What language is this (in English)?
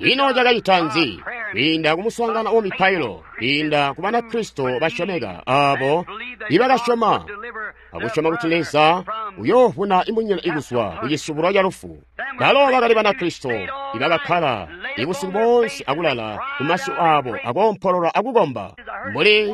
Tonga (Zambia)